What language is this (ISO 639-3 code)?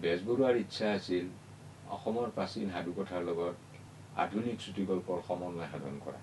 asm